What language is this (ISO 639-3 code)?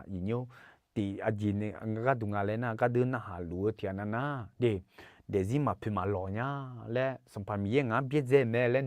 ahk